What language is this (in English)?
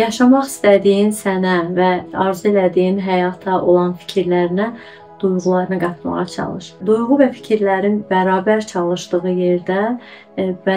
Azerbaijani